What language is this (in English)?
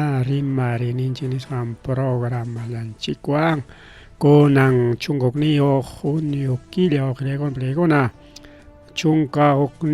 Ayacucho Quechua